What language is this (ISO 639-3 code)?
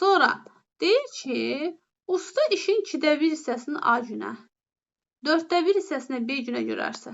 aze